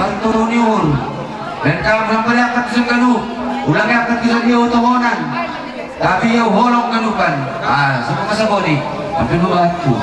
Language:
Batak Simalungun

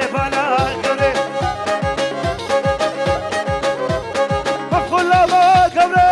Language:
Kurdish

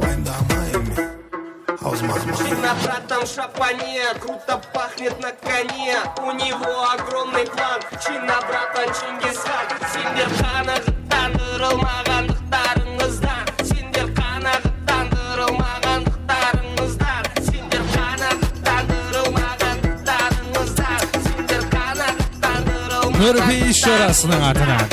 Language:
Kara-Kalpak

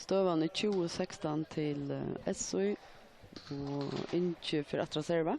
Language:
Faroese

